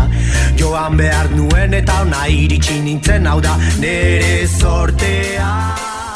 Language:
Basque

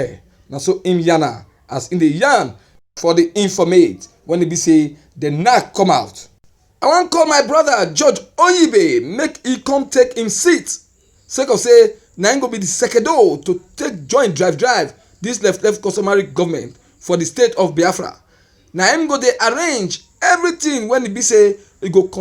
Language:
Nigerian Pidgin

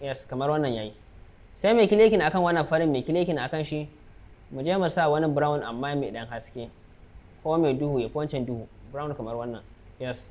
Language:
Hausa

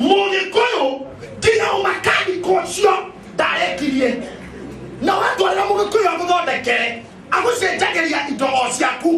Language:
Kikuyu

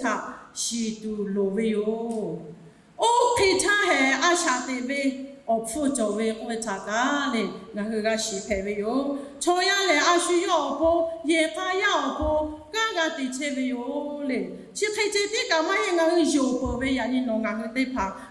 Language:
Lahu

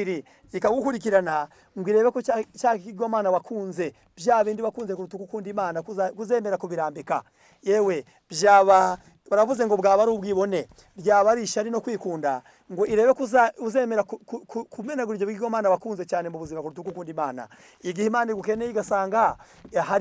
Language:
Kinyarwanda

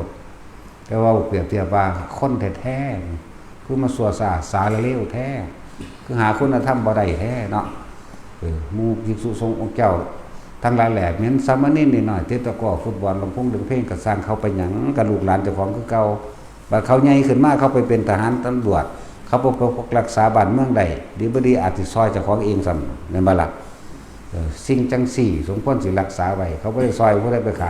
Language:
Northeastern Thai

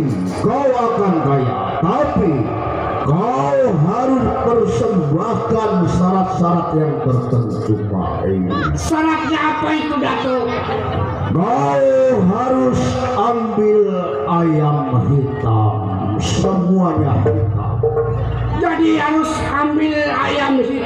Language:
Betawi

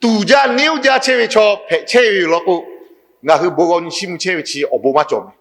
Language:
Lahu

